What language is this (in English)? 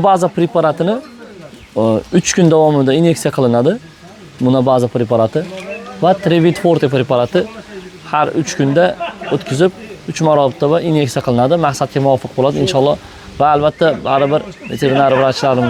Uzbek